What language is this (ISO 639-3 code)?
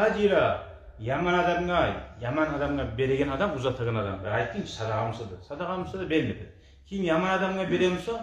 kum